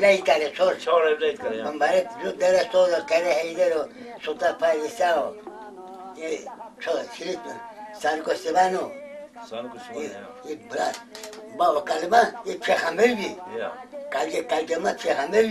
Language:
Zaza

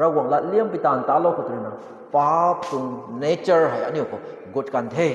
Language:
Rongmei Naga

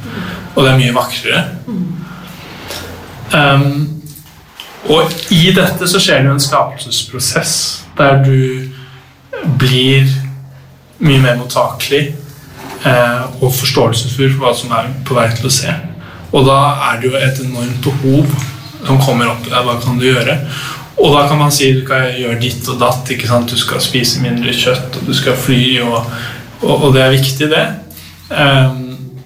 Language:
Norwegian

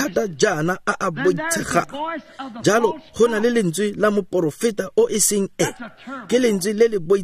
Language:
Tswana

